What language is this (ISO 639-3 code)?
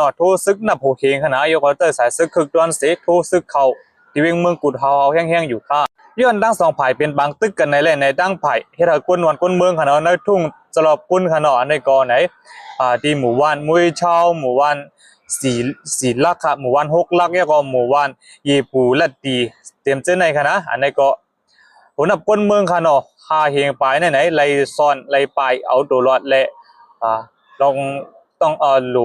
shn